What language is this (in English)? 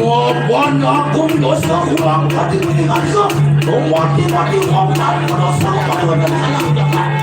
Balinese